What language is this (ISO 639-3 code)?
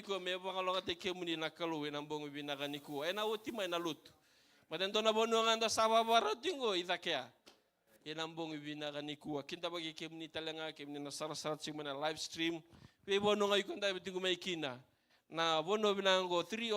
fij